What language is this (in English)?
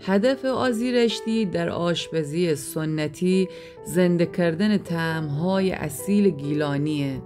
Gilaki